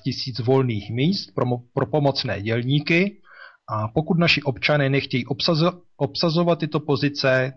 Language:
Czech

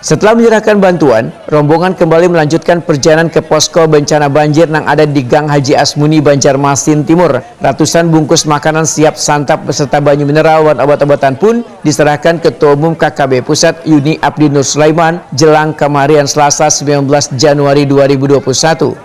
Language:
Banjar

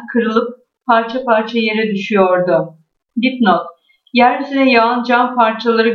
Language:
Turkish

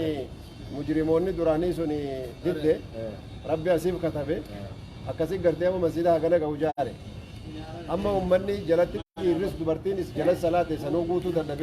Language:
Oromo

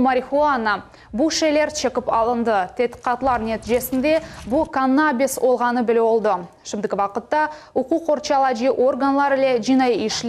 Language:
Crimean Tatar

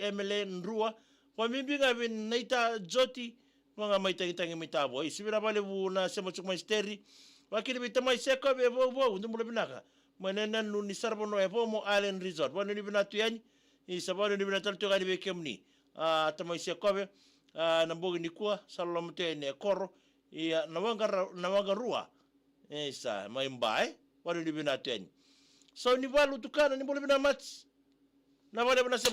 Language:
Fijian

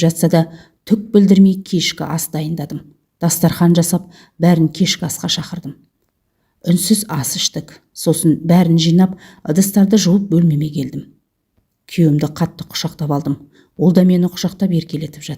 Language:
Kazakh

